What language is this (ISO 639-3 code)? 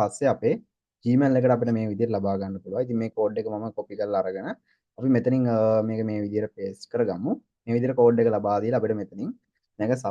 sin